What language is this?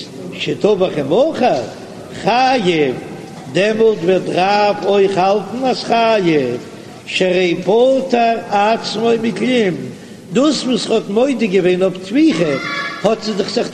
Yiddish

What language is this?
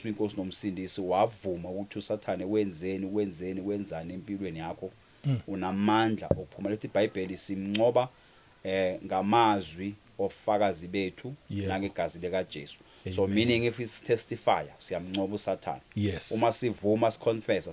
Zulu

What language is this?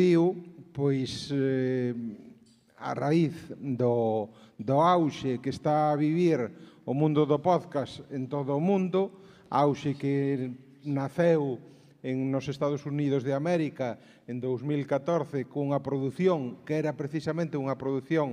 Galician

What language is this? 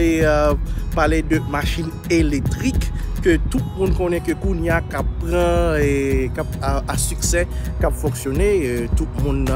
Haitian Creole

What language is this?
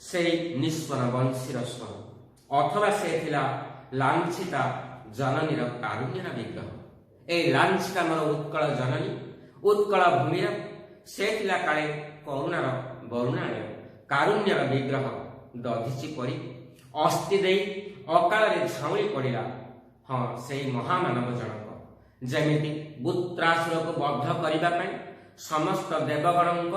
Odia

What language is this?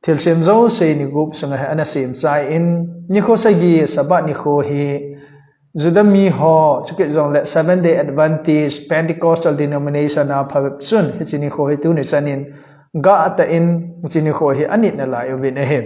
Thado Chin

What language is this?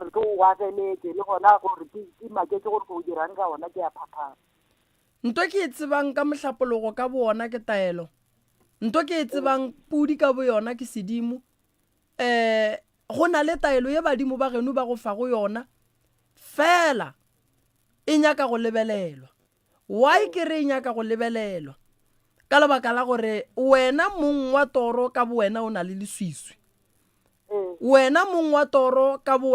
Northern Sotho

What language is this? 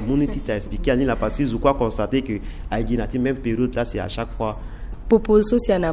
Sango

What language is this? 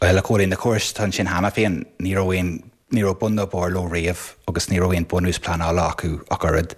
Irish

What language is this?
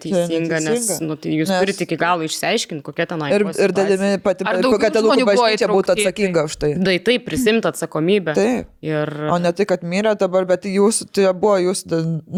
Lithuanian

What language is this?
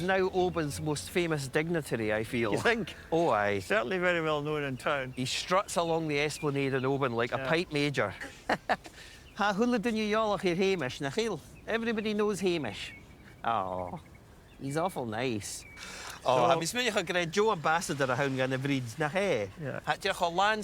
Scottish Gaelic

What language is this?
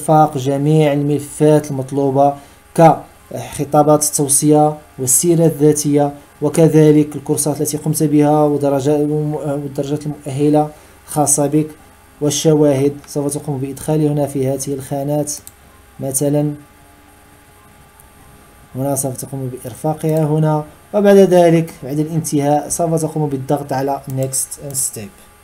Arabic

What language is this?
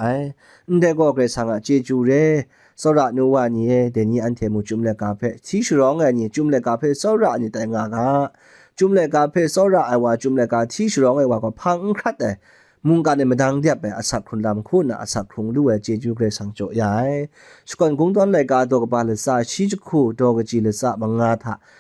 Kachin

